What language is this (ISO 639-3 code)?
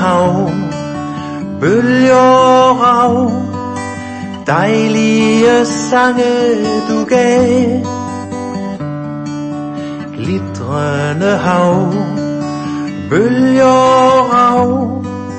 dan